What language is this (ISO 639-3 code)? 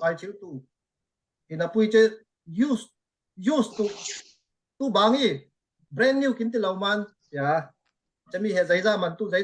cfm